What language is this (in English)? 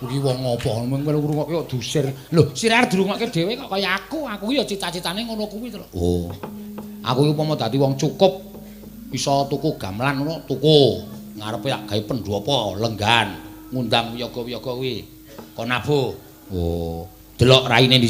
Javanese